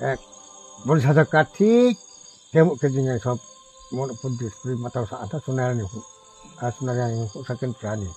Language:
Riang (India)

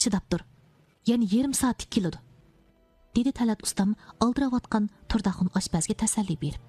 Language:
Uyghur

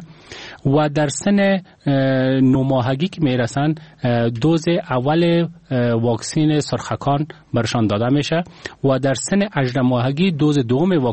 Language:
Persian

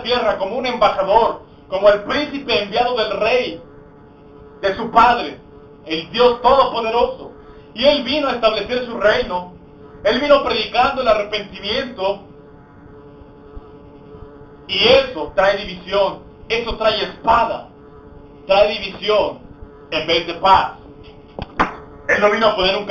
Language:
Spanish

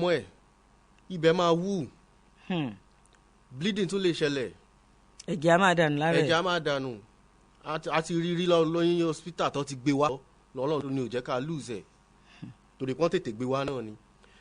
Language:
Yoruba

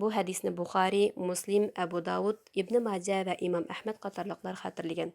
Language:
Uyghur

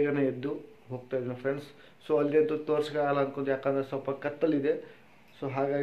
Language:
Kannada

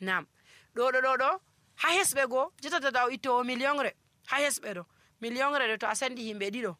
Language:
Nigerian Fulfulde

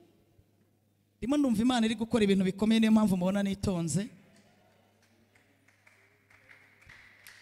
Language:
Kinyarwanda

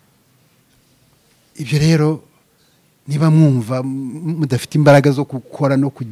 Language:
Kinyarwanda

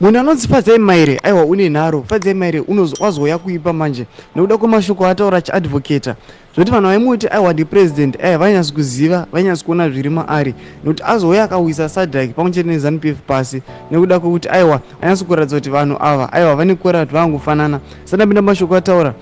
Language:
Shona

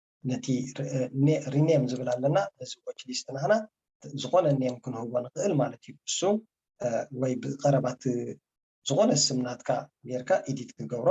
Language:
Tigrinya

